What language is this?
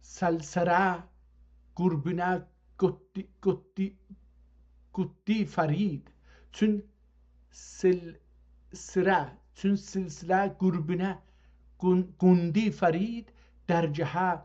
South Azerbaijani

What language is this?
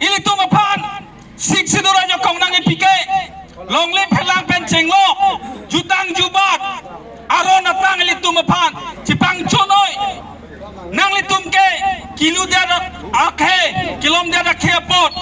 Karbi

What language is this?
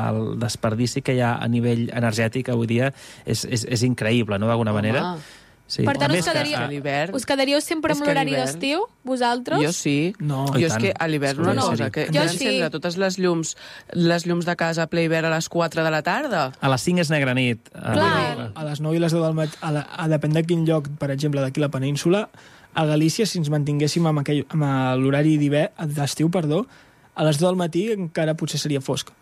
Catalan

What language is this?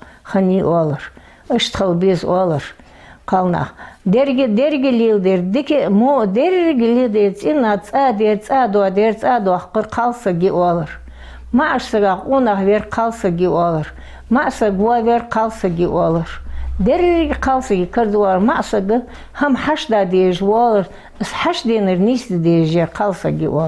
Ingush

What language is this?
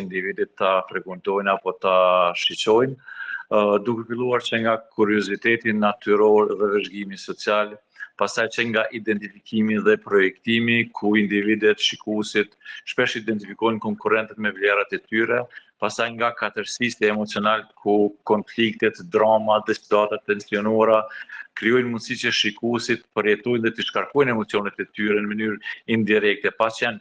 Albanian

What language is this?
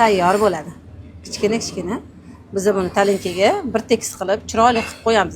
Uzbek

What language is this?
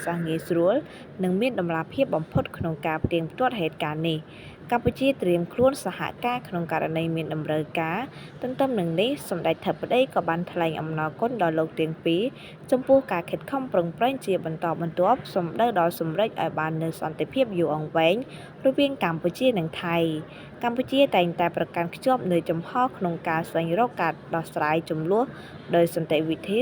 Khmer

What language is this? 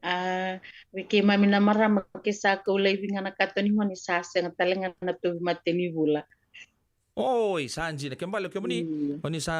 Fijian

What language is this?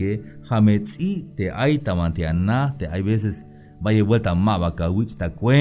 Tzeltal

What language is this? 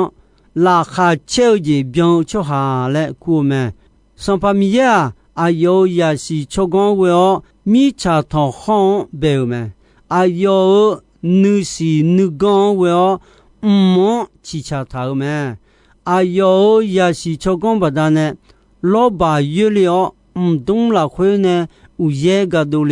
Akha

